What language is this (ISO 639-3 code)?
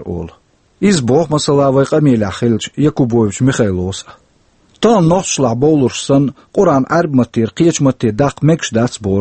che